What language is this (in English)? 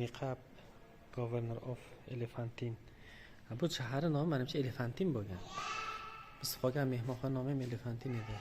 Uzbek